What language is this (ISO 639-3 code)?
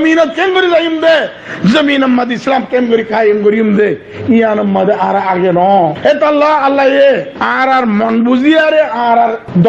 rhg